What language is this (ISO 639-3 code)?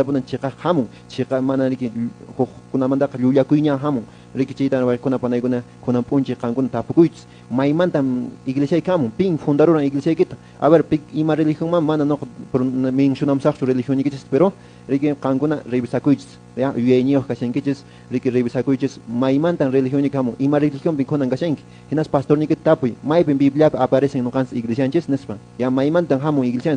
que